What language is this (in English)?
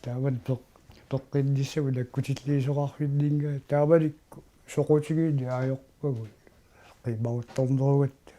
Kalaallisut